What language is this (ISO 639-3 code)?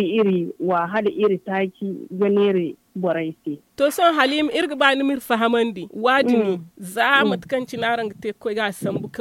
dje